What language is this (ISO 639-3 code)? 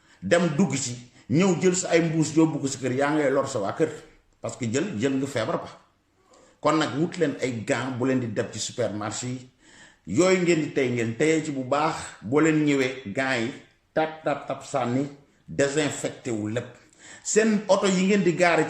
wol